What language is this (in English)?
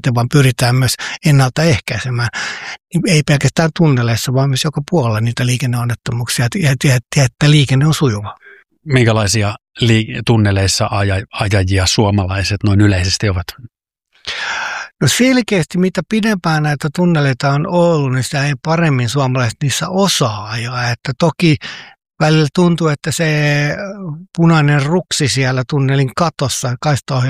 Finnish